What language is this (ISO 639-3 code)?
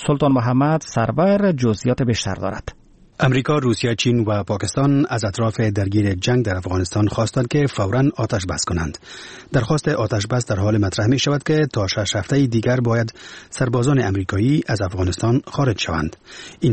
fas